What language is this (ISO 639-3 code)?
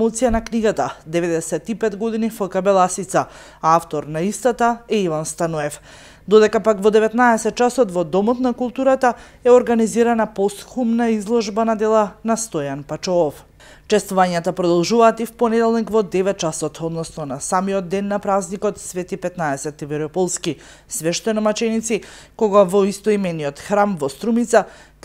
mkd